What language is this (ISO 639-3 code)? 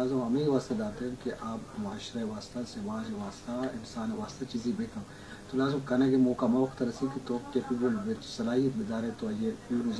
bgp